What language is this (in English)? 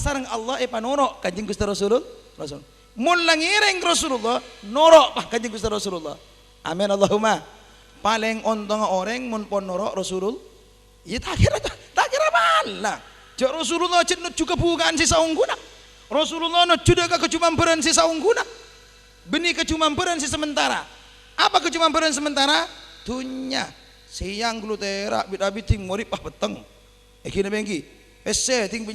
Madurese